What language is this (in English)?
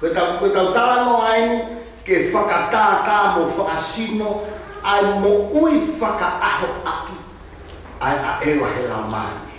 Tongan